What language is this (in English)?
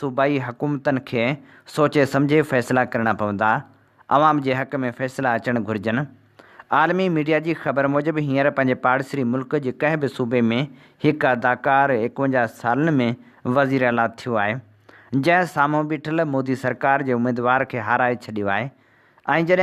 Sindhi